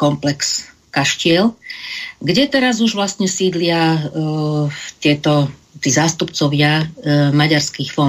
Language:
Slovak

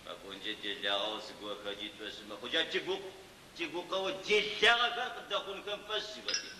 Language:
Adyghe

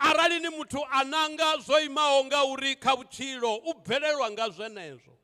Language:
Venda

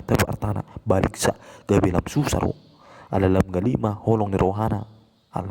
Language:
Batak Toba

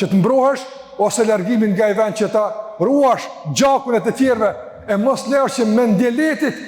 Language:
Albanian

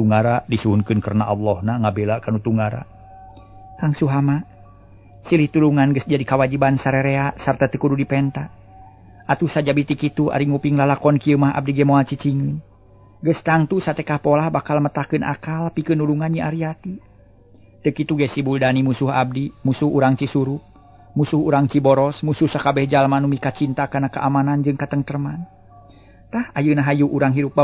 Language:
Sundanese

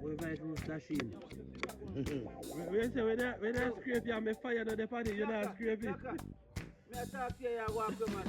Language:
Jamaican Creole English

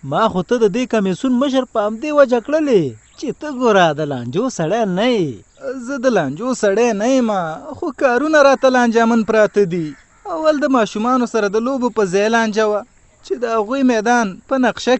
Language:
Pashto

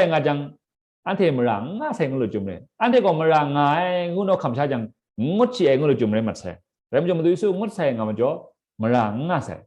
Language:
Kachin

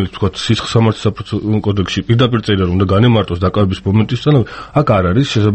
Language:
Georgian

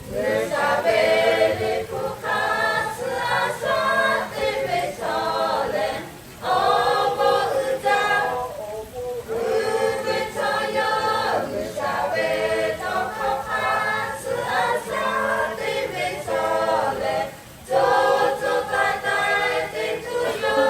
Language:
Lahu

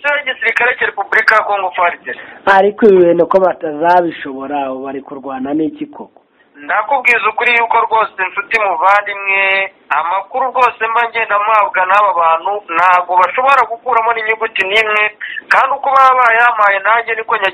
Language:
Kinyarwanda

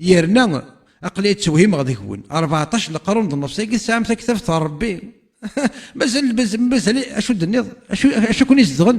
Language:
Kabyle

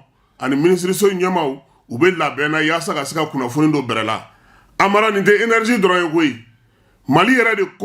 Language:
Bambara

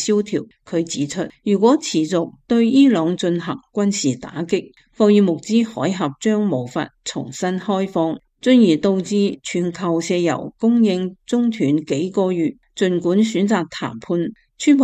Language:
Cantonese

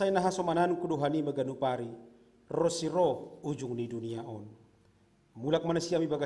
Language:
Batak Simalungun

